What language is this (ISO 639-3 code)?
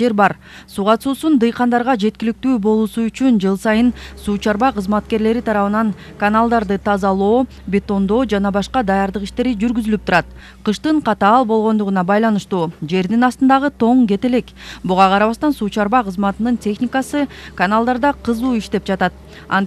kir